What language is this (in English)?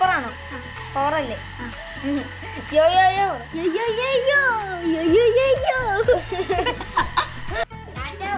Malayalam